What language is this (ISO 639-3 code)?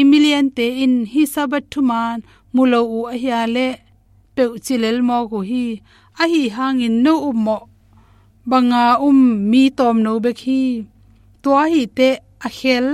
ctd